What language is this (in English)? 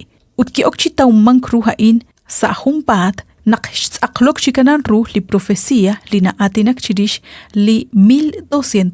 Kekchí